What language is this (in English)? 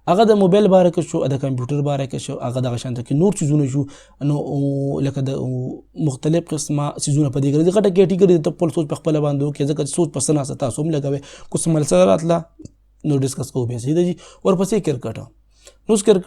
Pashto